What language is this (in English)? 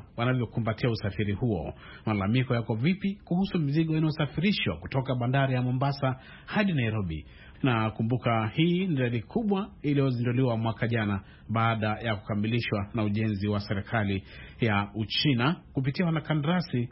Swahili